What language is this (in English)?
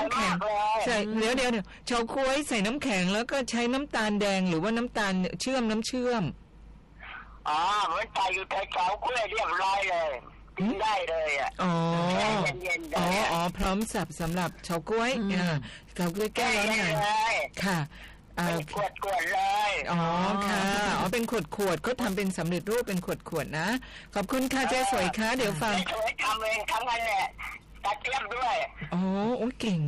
Thai